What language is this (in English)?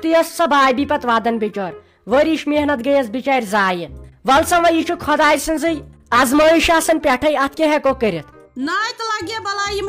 Kashmiri